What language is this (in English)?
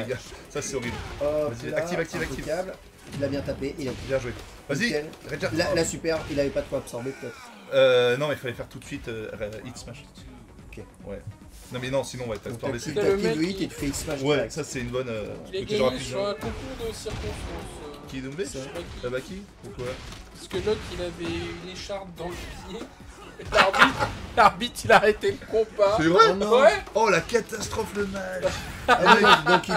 French